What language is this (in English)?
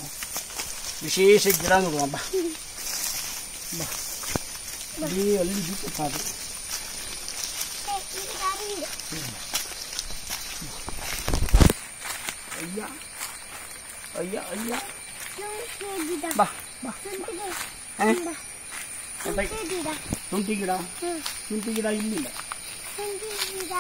Kannada